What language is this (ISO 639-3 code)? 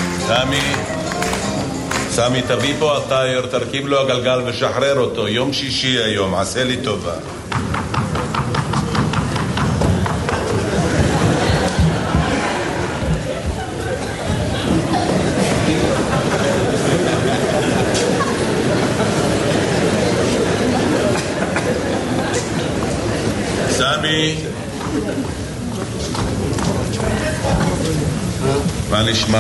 heb